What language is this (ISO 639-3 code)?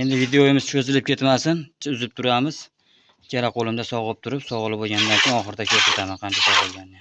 uzb